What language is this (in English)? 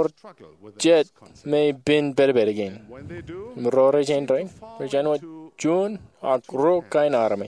Marshallese